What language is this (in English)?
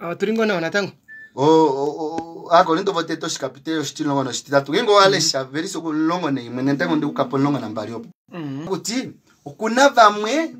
Kuanyama